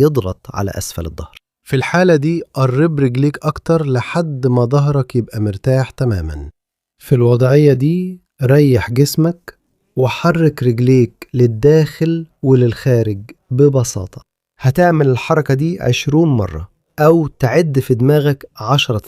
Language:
Egyptian Arabic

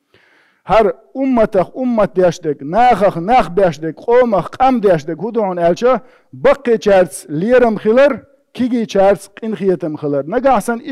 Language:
Chechen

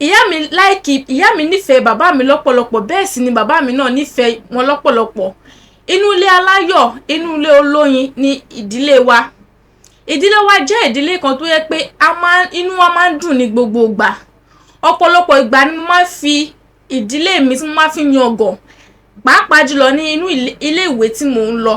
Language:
Yoruba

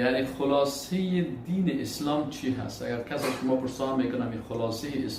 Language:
Persian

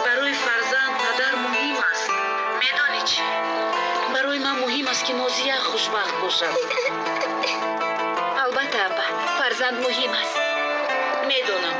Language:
Tajik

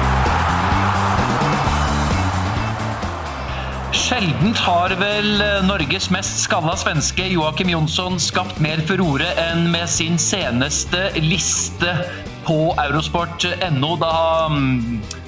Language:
Norwegian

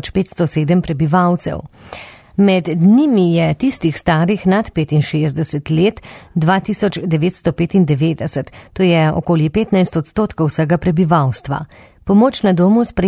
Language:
Slovenian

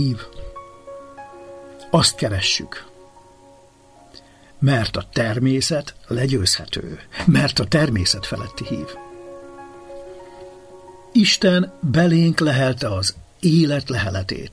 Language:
Hungarian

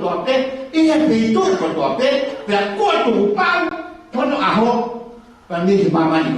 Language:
Tongan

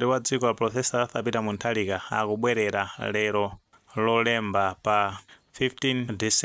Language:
Nyanja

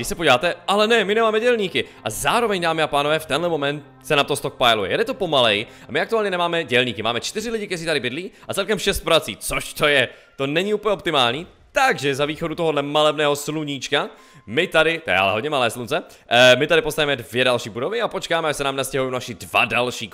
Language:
Czech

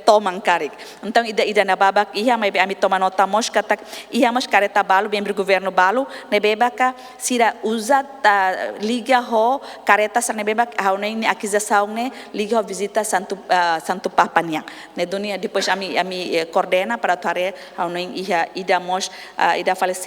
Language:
Tetum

